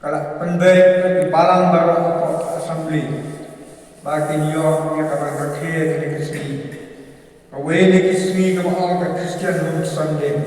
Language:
Khasi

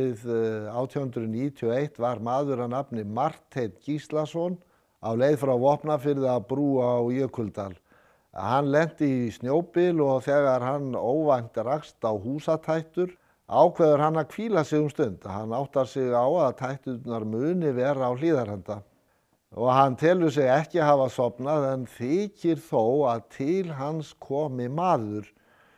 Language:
Icelandic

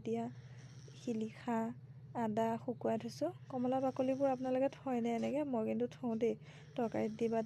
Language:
Assamese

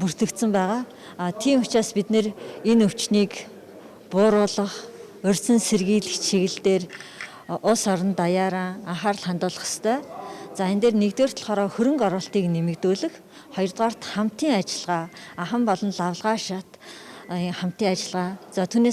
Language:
Mongolian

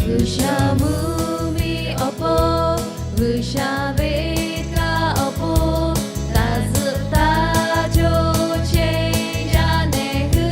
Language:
Lahu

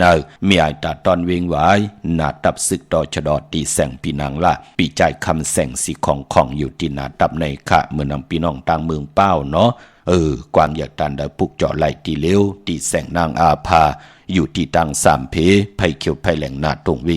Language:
Shan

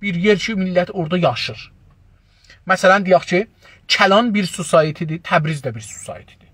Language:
South Azerbaijani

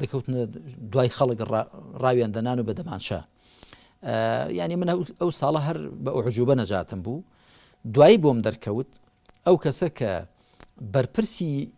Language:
Central Kurdish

